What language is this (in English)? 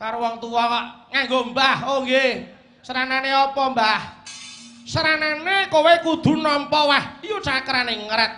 Javanese